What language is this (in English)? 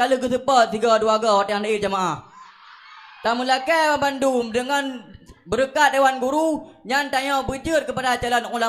Achinese